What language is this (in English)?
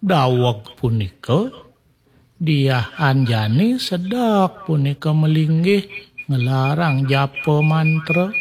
Balinese